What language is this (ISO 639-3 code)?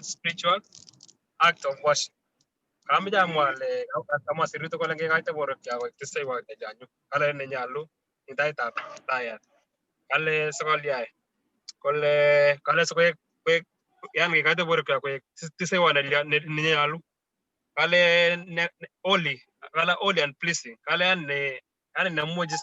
kln